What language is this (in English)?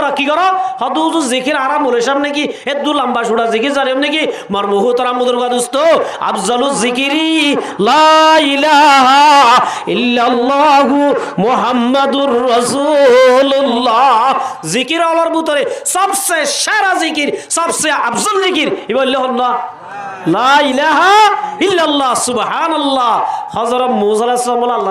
Rohingya